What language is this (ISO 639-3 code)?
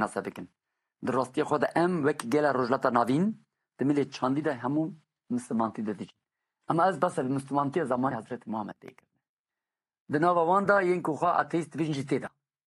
kur